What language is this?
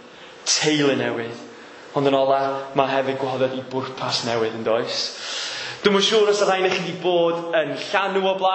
Welsh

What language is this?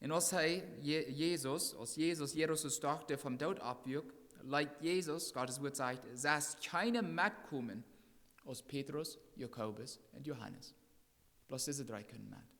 Plautdietsch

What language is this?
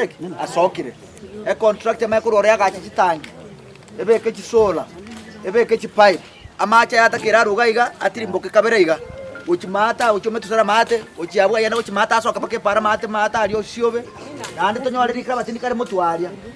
Gusii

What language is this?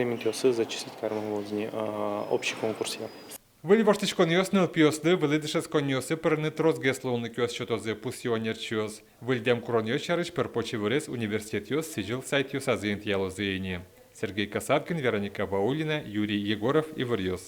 Udmurt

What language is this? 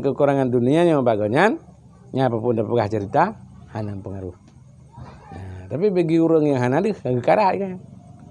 Achinese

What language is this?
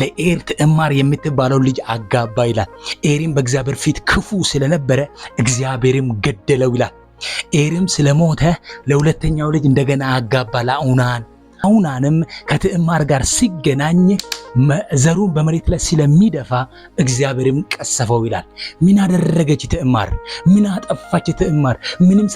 Amharic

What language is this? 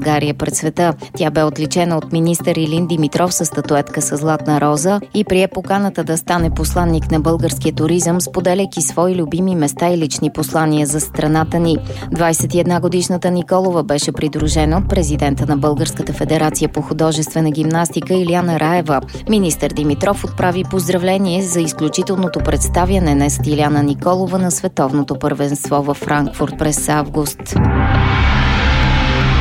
Bulgarian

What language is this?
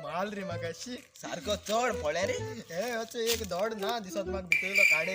Konkani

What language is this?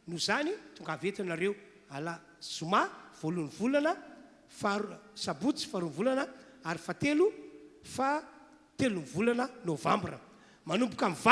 Malagasy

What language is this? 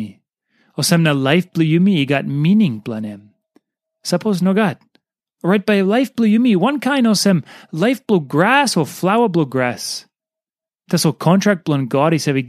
Tok Pisin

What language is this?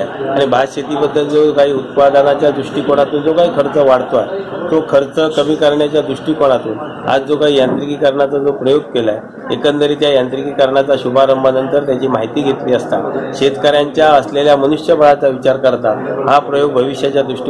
Marathi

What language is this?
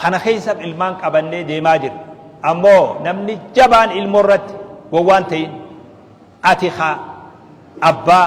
Oromo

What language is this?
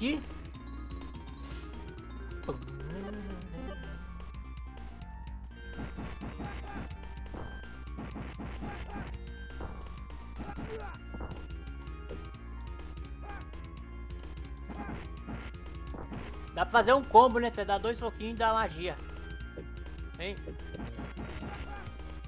Portuguese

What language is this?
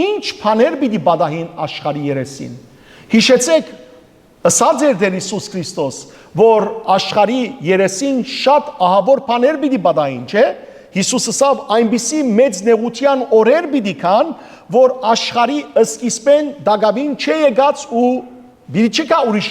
Western Armenian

